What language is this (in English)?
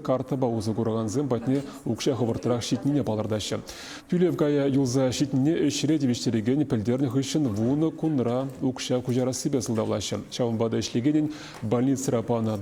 Chuvash